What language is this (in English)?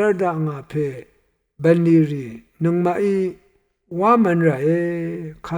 Rawang